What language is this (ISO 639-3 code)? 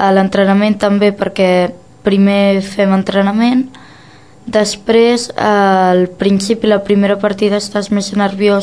cat